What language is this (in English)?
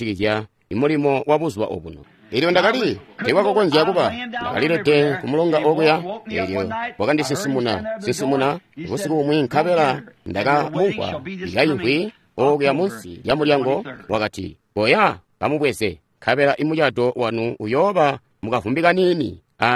Tonga (Zambia)